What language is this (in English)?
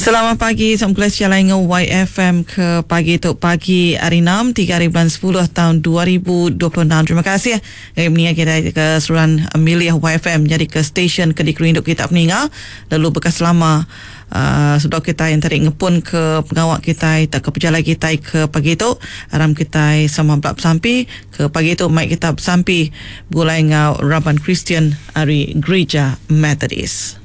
Iban